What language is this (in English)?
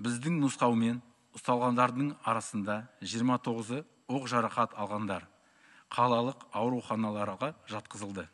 Kazakh